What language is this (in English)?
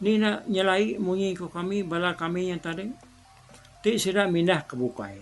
Iban